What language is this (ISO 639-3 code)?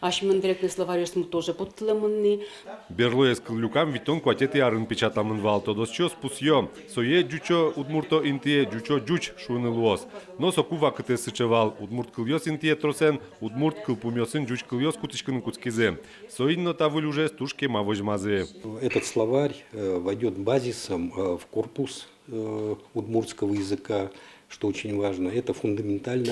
udm